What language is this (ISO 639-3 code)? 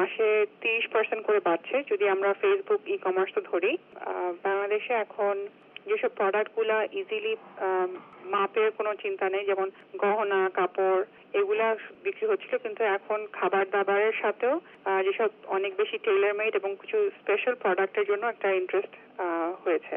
ben